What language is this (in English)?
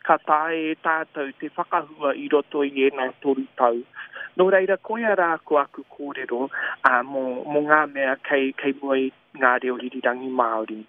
Māori